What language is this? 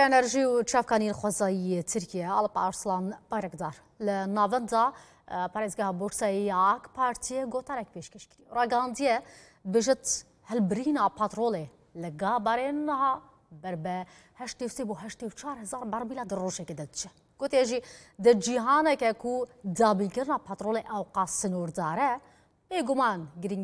Kurdish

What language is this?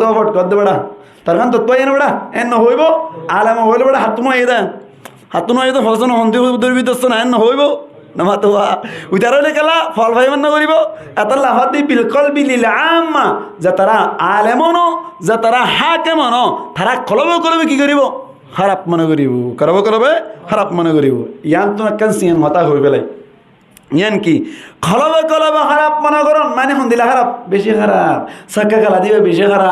Rohingya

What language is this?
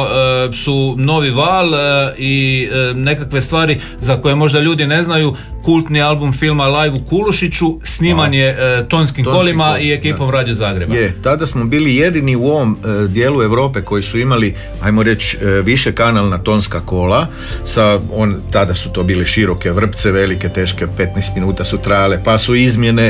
Croatian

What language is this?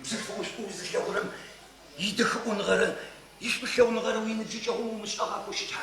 Adyghe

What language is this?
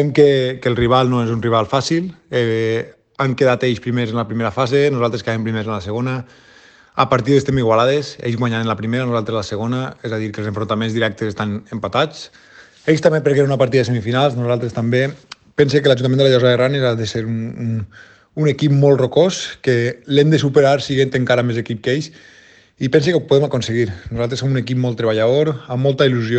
Catalan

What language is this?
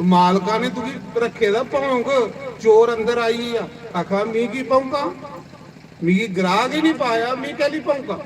Dogri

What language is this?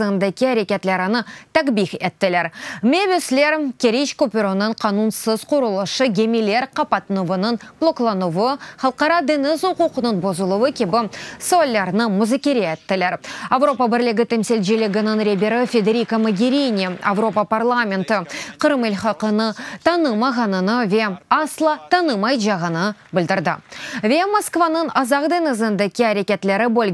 Crimean Tatar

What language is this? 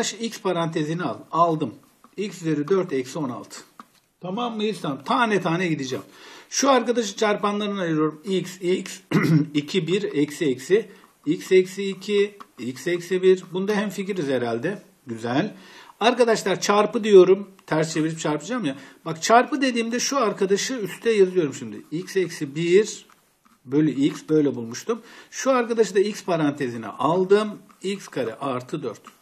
Turkish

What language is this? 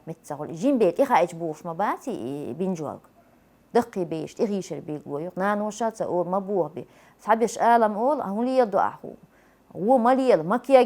Chechen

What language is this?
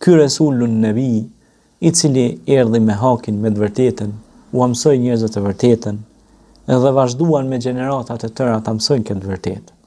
Albanian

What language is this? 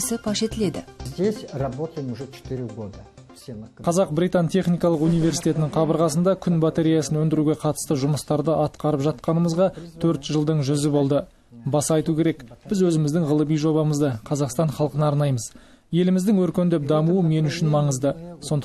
Kazakh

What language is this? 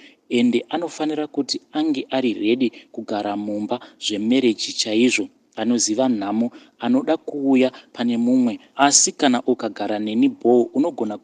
Shona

